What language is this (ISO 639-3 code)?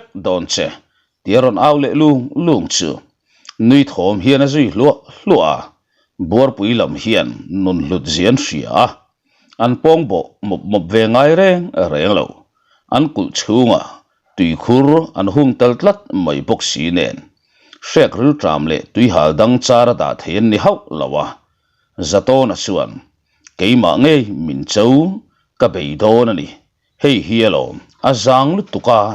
lus